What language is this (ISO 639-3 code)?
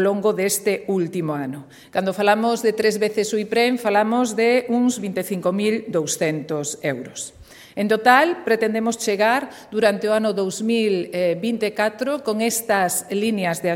glg